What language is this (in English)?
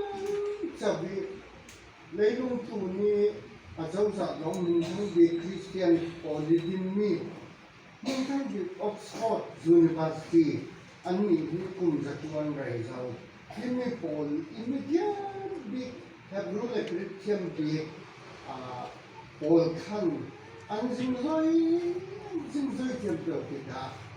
Falam Chin